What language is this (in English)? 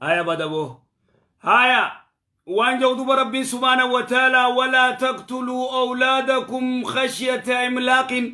Oromo